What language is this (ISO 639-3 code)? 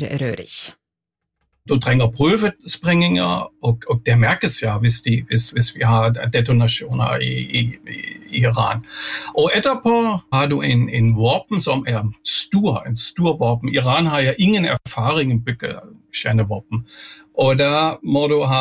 nor